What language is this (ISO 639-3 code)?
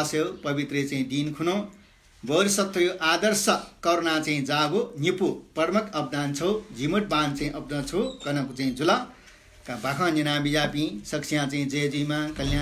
new